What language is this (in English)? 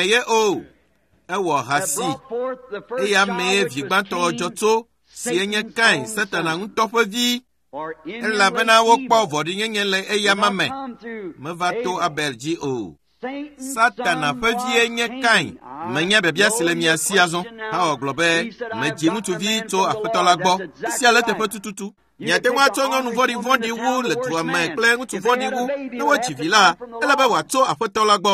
Ewe